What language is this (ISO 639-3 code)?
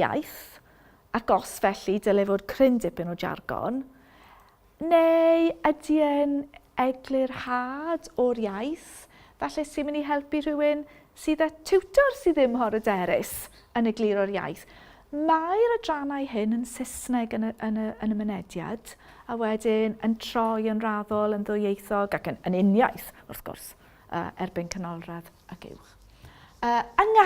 cym